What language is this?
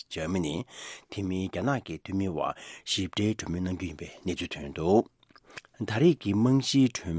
Tibetan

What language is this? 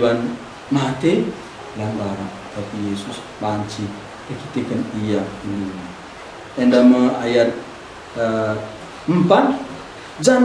Batak Karo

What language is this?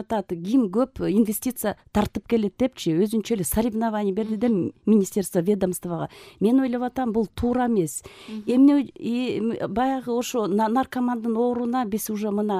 Kyrgyz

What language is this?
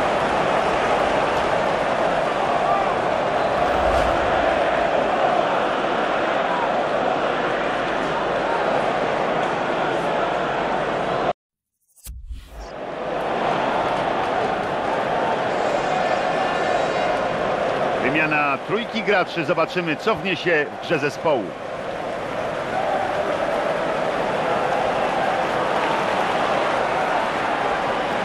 Polish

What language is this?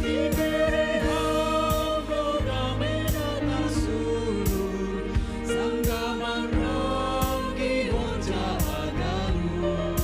Batak Simalungun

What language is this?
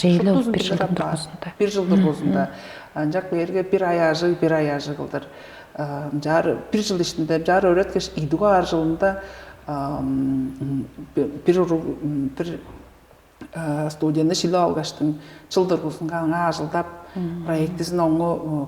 Tuvinian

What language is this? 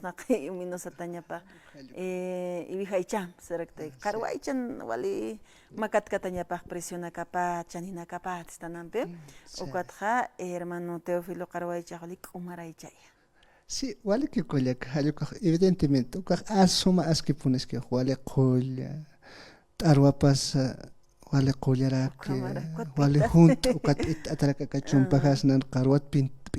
Aymara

